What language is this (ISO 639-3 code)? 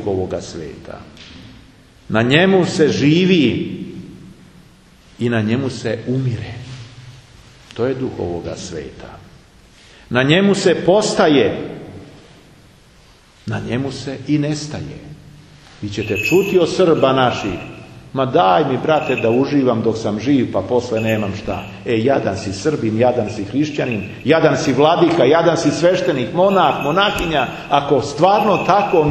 srp